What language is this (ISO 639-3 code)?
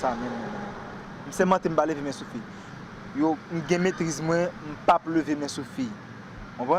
hat